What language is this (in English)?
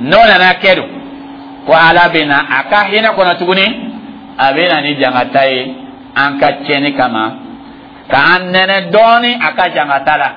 Dyula